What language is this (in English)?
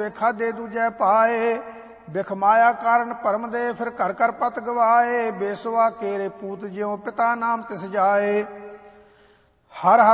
Punjabi